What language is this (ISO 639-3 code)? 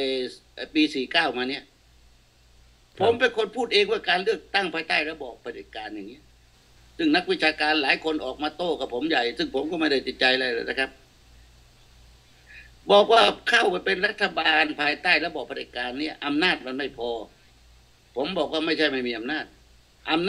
tha